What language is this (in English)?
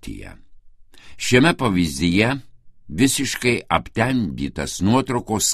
Lithuanian